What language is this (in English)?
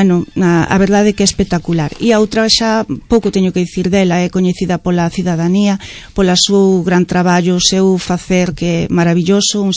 Galician